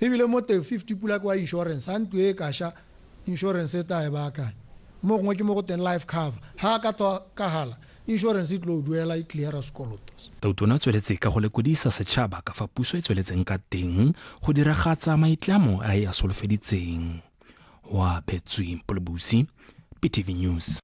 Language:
Tswana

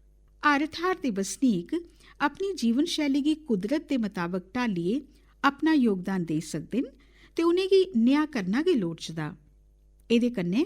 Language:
Dogri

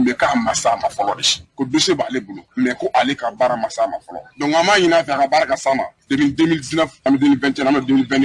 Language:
Bambara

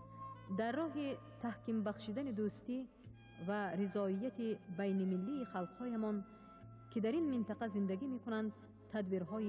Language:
Tajik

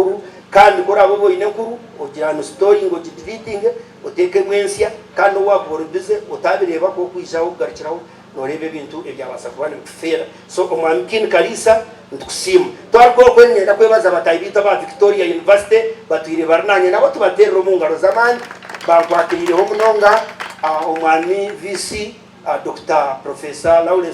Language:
Nyankole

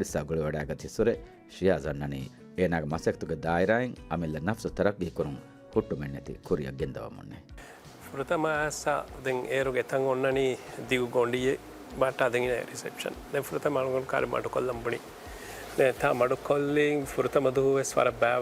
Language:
Divehi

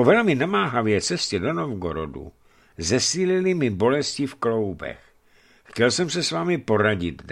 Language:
Czech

